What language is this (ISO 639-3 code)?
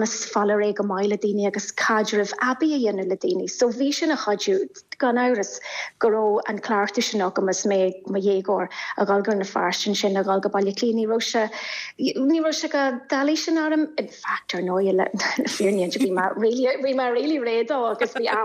gle